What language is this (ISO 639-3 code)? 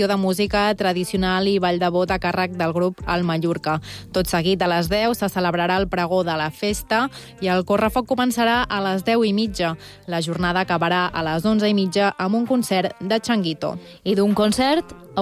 cat